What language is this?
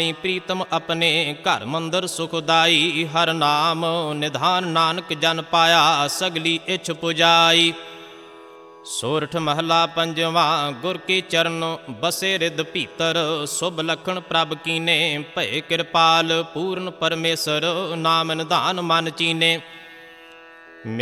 Punjabi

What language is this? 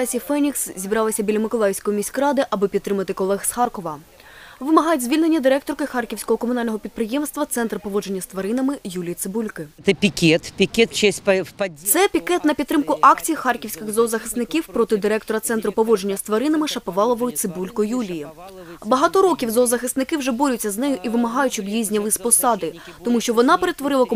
Ukrainian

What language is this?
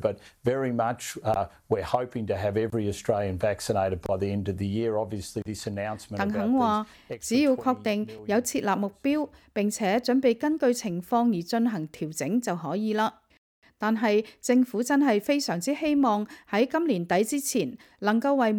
Cantonese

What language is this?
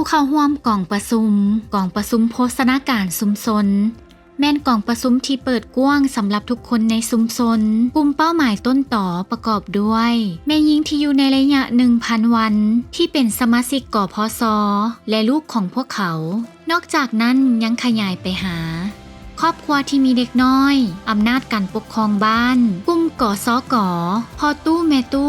Lao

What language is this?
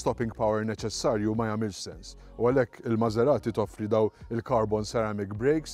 Maltese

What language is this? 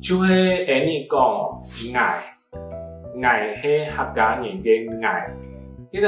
Hakka Chinese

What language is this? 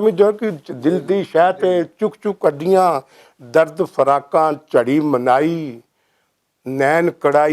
Western Panjabi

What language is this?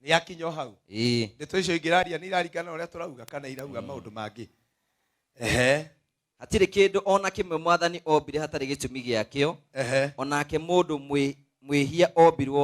Kikuyu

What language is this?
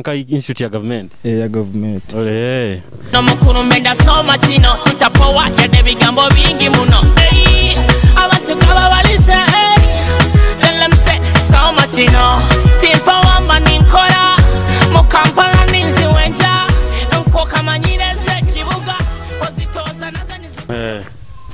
Nyoro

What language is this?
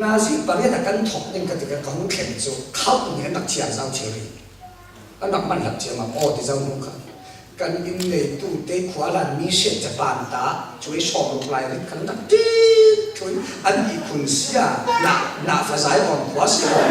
Falam Chin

